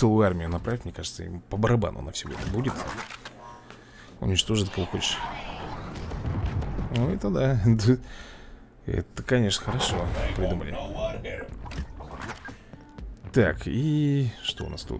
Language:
Russian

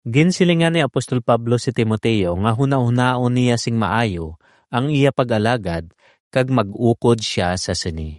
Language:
Hiligaynon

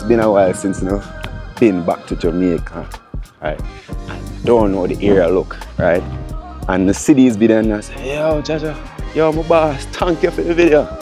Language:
Jamaican Creole English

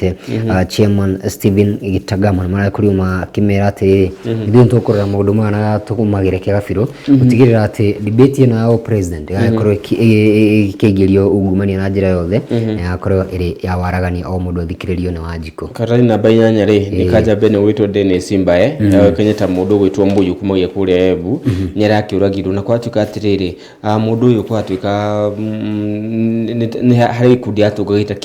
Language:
Kikuyu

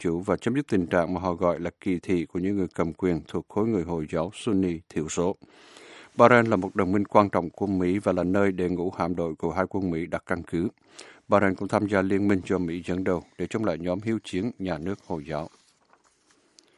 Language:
Vietnamese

